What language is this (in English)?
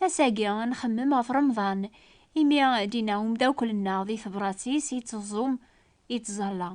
Kabyle